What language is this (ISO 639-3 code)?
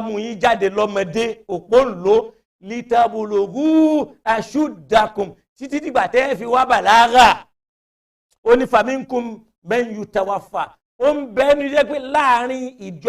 yor